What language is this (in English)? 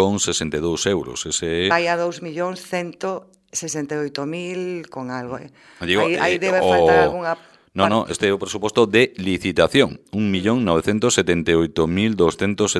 Galician